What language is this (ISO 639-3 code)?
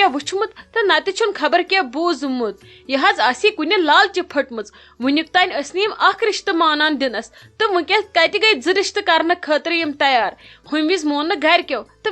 kas